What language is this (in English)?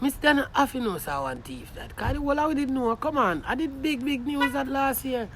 Jamaican Creole English